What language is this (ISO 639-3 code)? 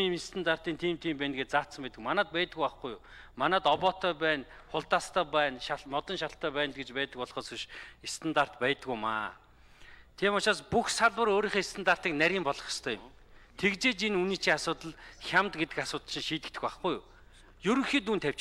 mon